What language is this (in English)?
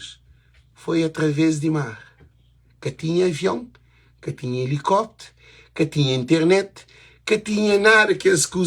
Kabuverdianu